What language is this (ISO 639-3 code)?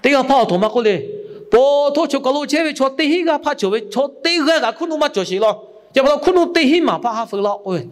lhu